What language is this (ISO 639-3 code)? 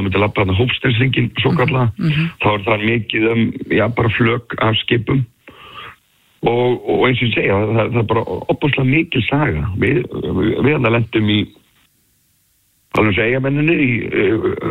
isl